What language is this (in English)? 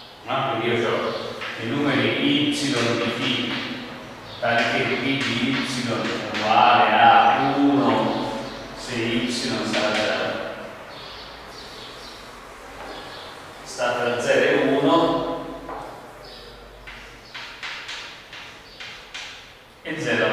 Italian